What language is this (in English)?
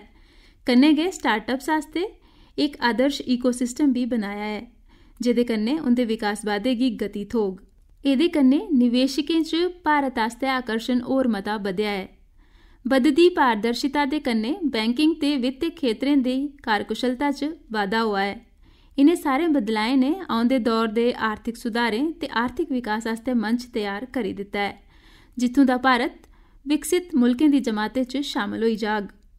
Dogri